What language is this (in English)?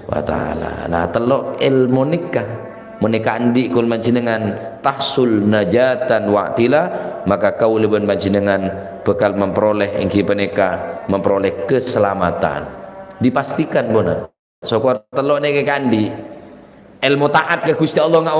Madurese